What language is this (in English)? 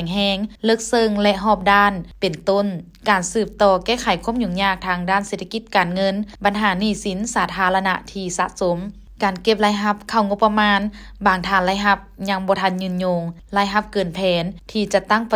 Lao